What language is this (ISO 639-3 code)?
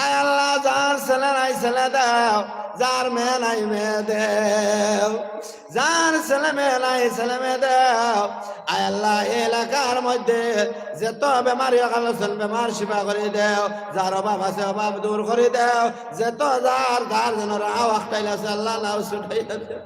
syl